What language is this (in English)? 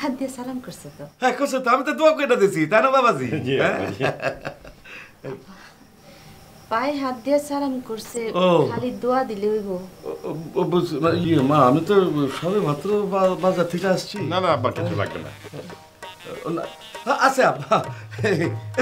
Bangla